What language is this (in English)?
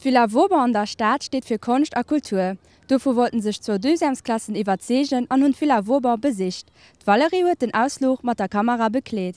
Luxembourgish